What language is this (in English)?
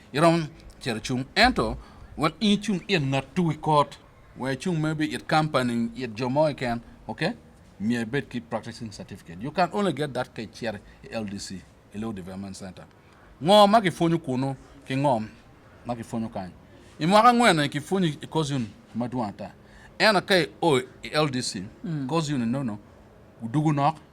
Acoli